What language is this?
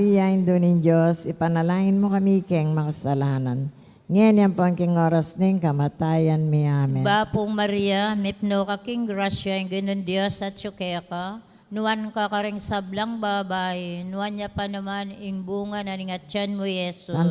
Pampanga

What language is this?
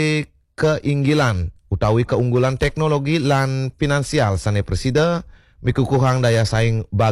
Balinese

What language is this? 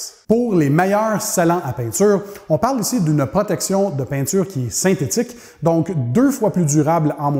French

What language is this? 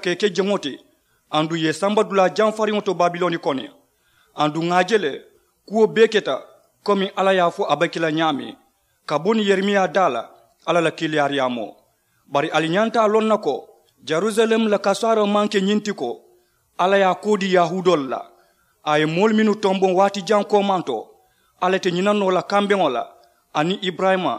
Mandingo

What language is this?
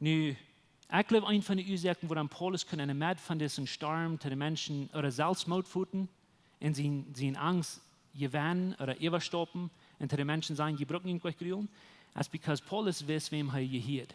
Plautdietsch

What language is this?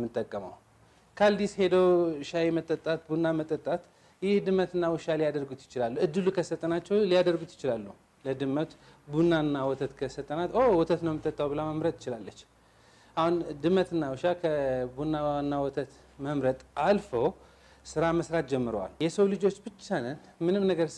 Amharic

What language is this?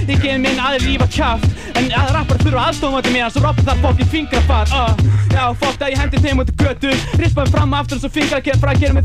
Icelandic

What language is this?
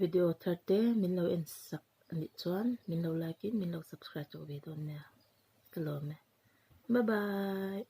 Mizo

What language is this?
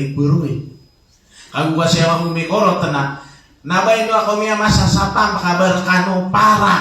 Maranao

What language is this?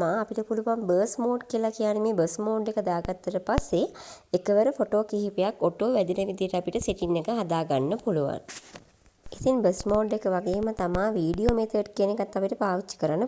Sinhala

